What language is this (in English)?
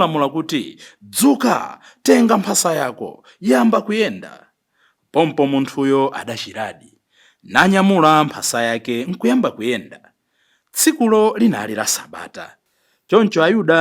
Nyanja